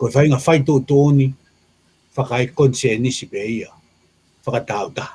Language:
Tongan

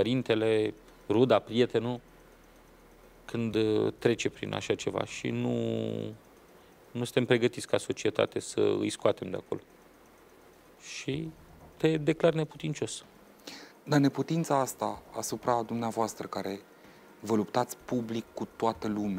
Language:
Romanian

